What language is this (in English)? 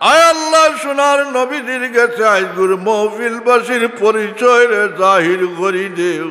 Sylheti